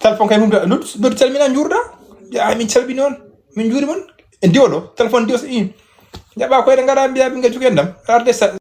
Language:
Fula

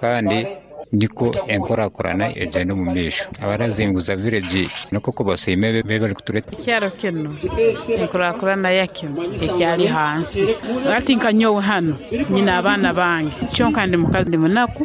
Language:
Nyankole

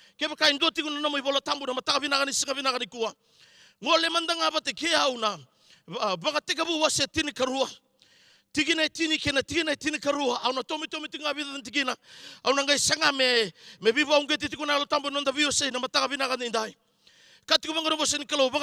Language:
Fijian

